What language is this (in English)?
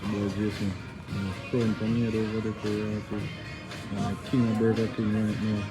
Jamaican Creole English